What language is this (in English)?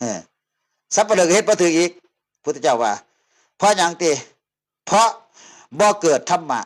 Northeastern Thai